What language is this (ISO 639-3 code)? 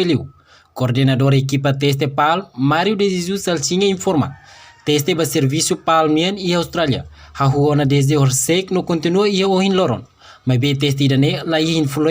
tet